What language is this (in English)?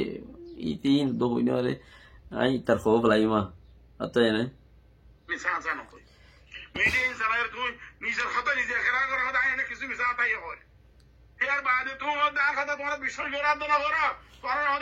Rohingya